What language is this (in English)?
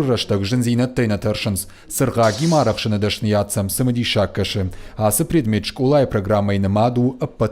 Ossetic